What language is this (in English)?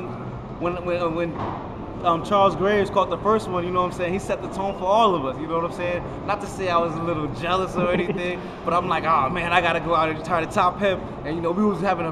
English